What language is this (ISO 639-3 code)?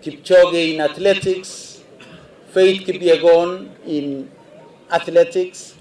kik